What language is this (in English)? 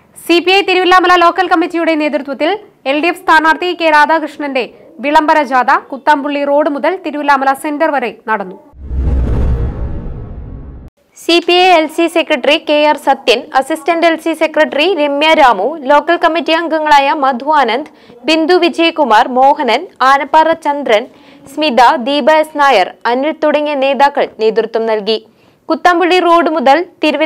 Malayalam